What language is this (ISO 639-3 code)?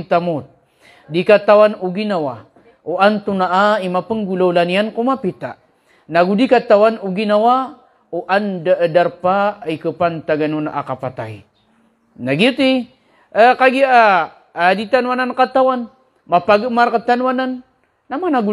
mrw